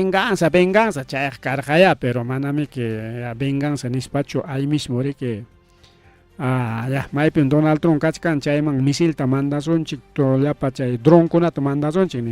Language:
Ayacucho Quechua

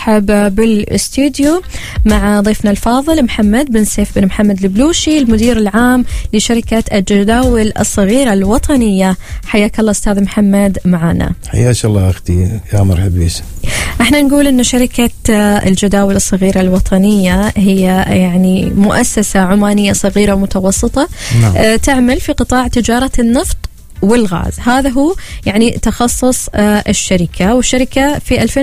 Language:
Arabic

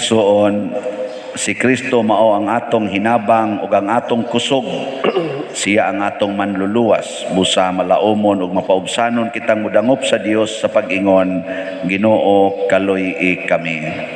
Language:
Cebuano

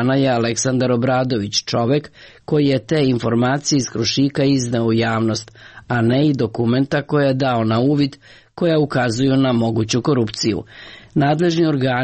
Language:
Serbian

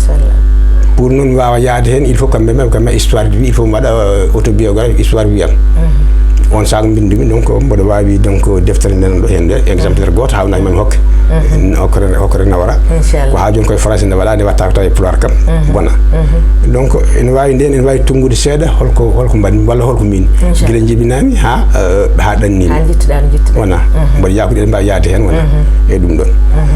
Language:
Fula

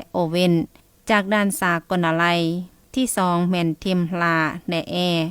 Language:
Lao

